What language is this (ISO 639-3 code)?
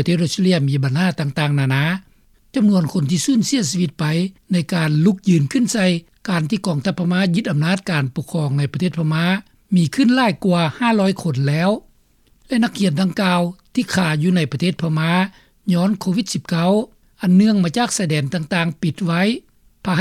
lao